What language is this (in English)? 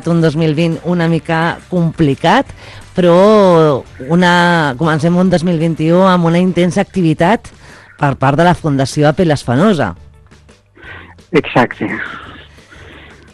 Catalan